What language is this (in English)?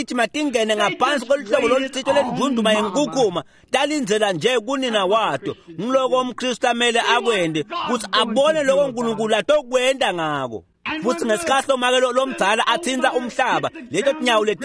Swati